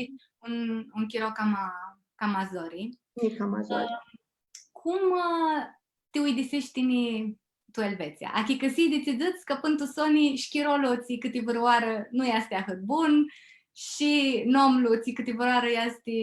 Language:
Aromanian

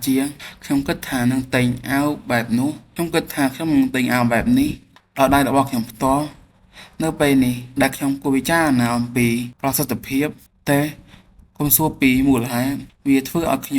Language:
Khmer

